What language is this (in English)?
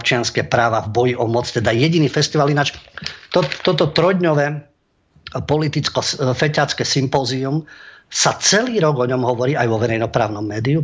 Slovak